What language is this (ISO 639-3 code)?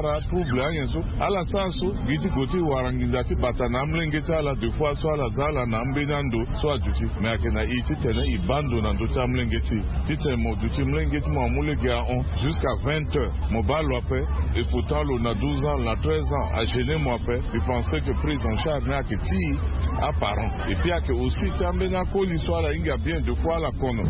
sag